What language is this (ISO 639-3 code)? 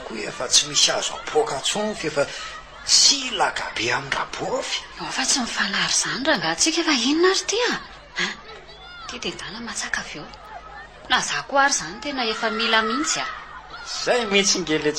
mlg